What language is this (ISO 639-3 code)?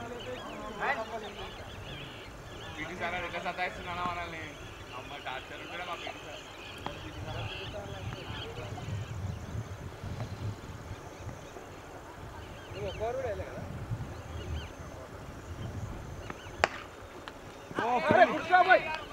tel